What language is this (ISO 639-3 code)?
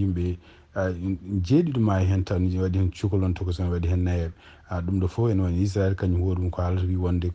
ful